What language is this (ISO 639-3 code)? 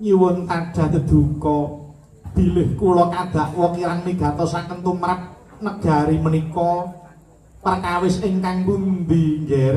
jav